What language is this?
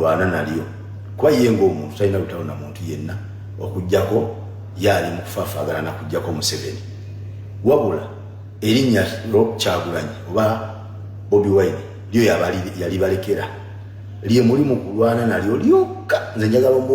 Ganda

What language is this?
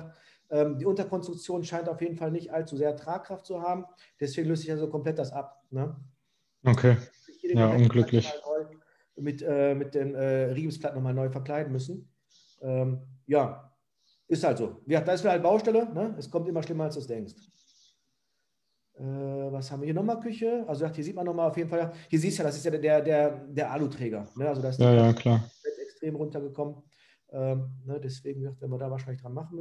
German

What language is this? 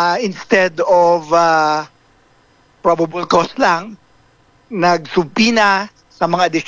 Hiligaynon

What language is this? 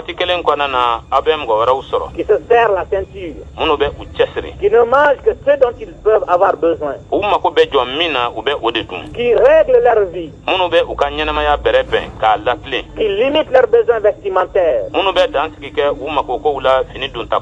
Bambara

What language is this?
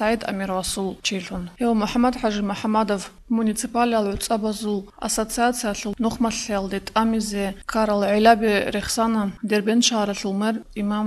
Avaric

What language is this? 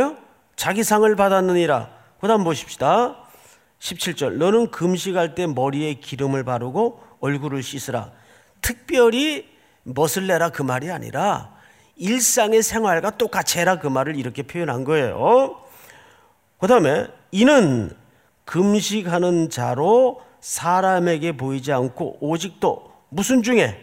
Korean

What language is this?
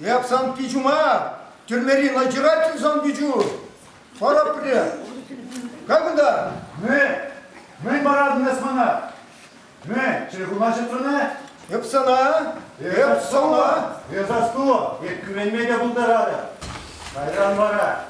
Chuvash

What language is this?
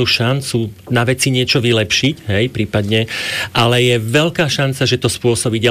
Slovak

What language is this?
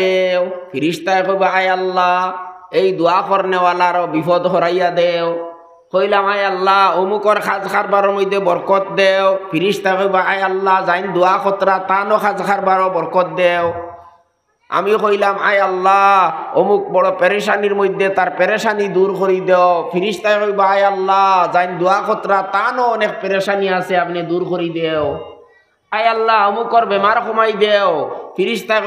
Sylheti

